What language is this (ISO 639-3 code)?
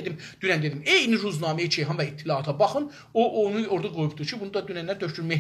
azb